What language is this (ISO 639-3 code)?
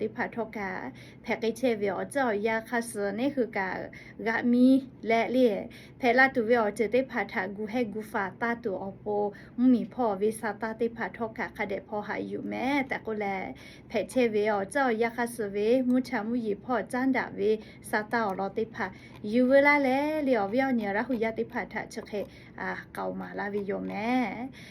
lhu